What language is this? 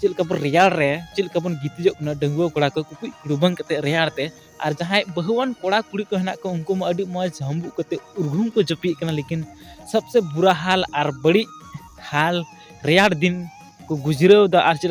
Santali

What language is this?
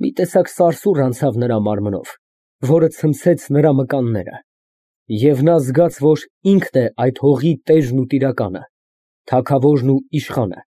Armenian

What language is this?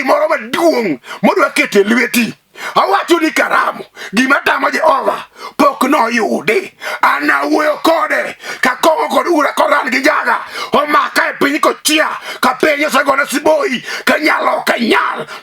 Luo (Kenya and Tanzania)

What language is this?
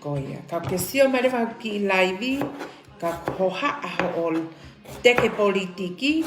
Tongan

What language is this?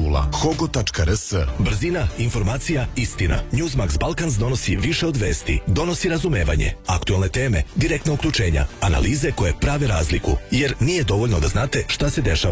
Serbian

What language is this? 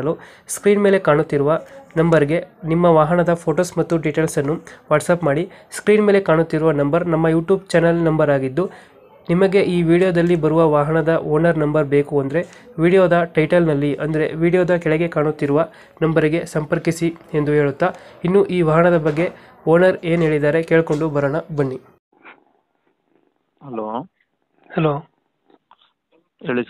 Kannada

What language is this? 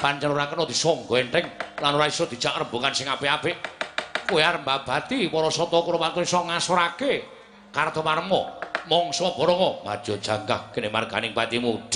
Javanese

